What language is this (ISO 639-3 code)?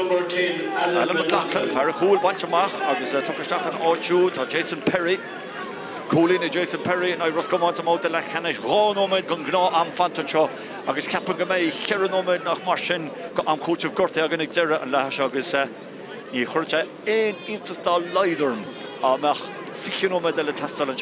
gle